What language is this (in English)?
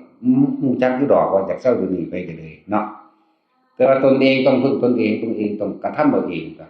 Northeastern Thai